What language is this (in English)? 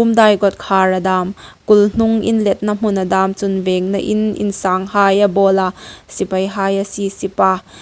Hmar